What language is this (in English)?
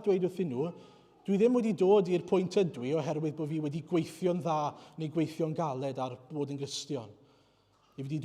Welsh